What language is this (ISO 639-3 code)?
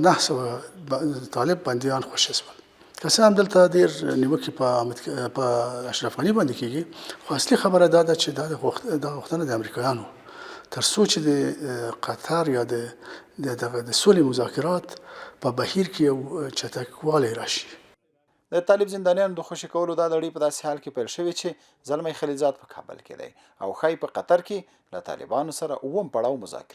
pus